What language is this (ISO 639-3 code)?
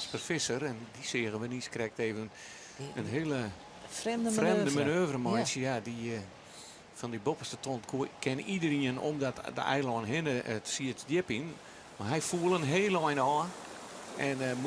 fry